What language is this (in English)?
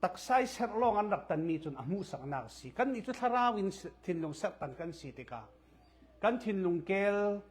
Falam Chin